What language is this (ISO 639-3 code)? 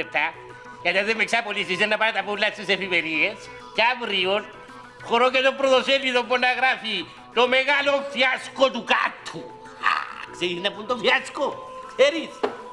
ell